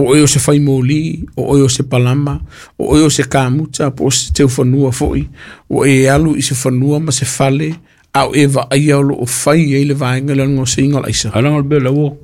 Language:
Samoan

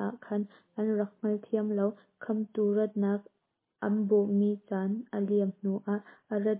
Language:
Hakha Chin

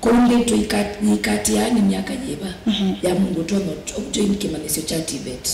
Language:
Kamba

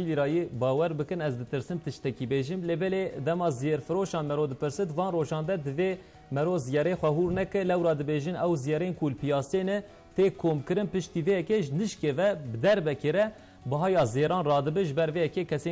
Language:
Kurdish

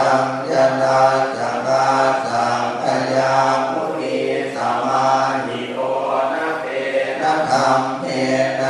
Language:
Pali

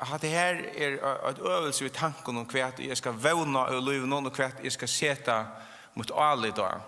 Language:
Faroese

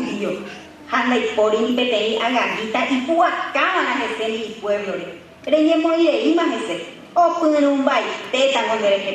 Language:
Guarani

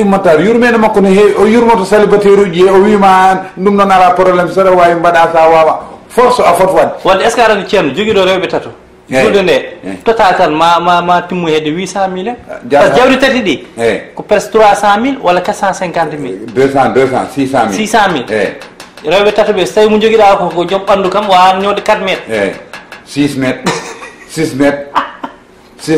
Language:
Fula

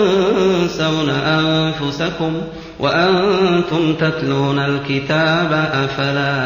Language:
Arabic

